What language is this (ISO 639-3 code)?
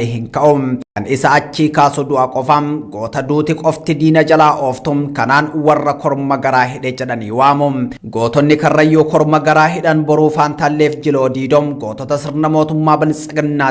orm